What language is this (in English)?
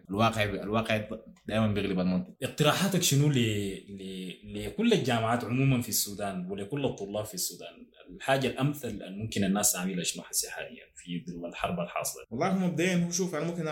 Sudanese Arabic